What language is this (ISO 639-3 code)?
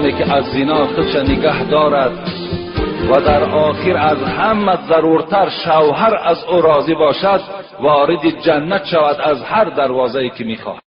tgk